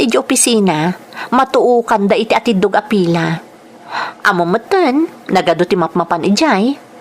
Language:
Iloko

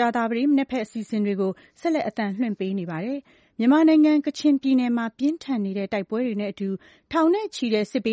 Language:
Burmese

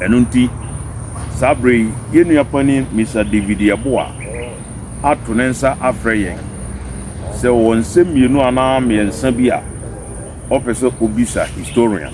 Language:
Akan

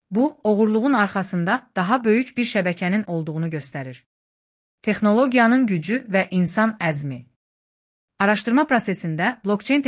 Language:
Azerbaijani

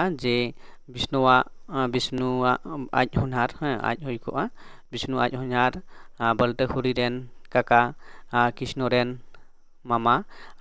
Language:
Santali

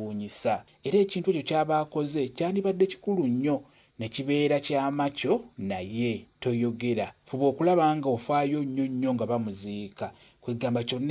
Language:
Ganda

